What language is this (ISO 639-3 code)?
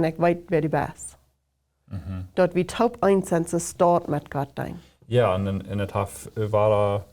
pdt